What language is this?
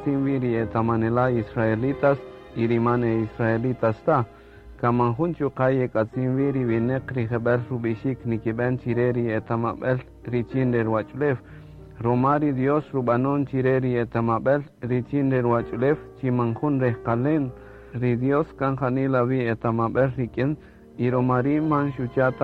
Kaqchikel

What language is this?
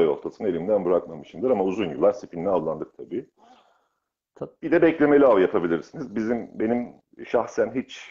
Turkish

